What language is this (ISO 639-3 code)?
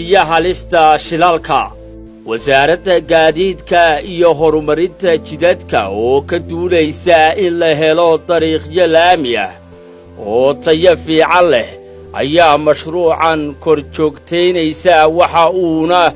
som